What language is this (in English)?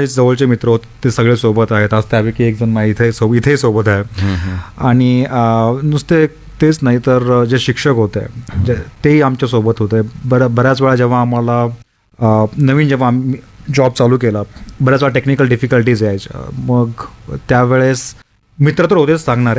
Marathi